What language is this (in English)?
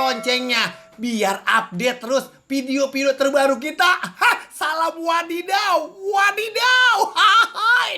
Betawi